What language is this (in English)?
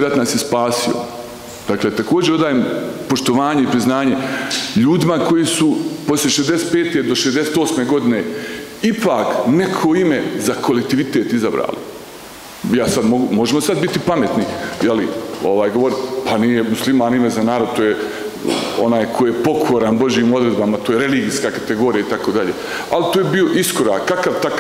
Bosnian